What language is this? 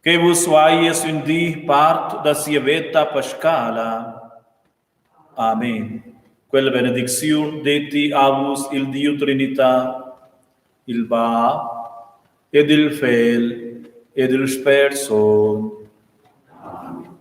Romansh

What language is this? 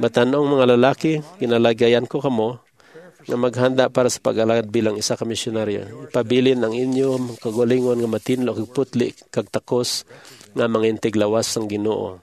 Hiligaynon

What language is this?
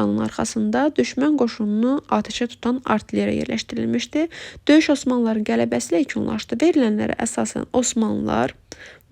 Azerbaijani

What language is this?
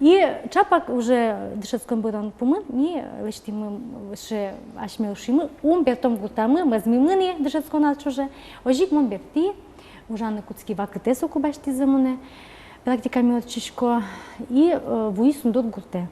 Udmurt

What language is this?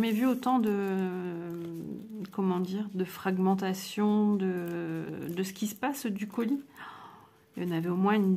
French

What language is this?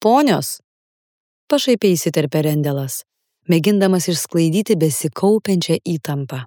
Lithuanian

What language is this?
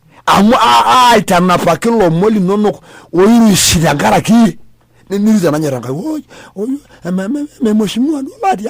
Masai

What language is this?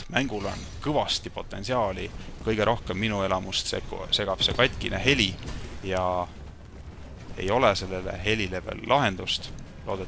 Estonian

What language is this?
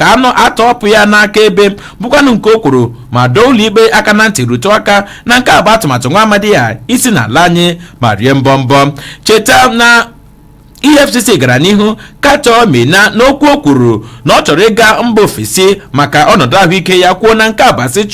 Igbo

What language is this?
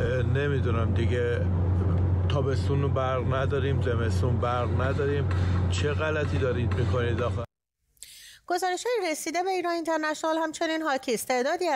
Persian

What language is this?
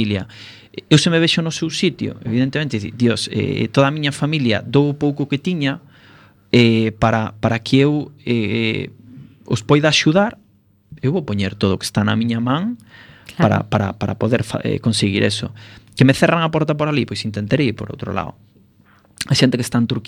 Galician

